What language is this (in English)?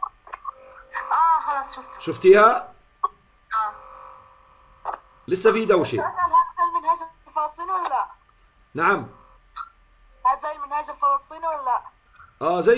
South Levantine Arabic